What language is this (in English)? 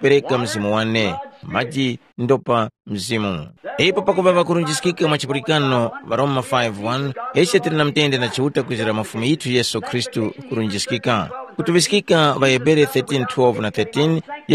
Tumbuka